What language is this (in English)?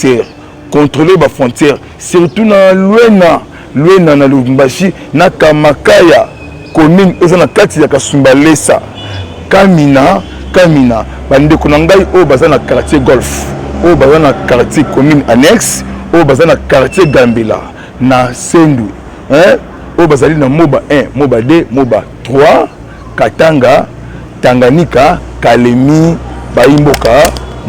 Lingala